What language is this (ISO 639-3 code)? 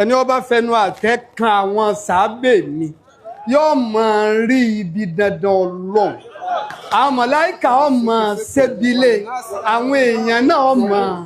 yor